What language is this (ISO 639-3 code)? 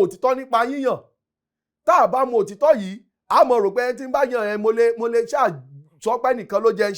yor